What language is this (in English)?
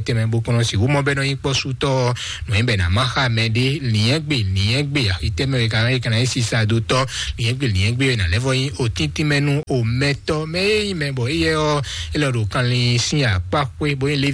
Fon